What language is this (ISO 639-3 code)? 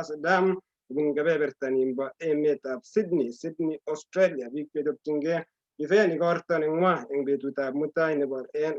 kln